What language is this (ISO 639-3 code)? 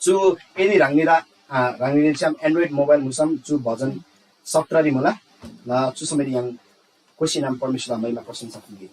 taj